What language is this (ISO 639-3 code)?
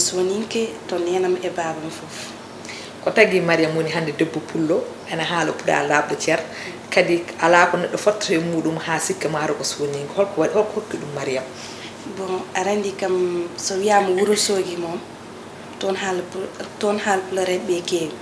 ful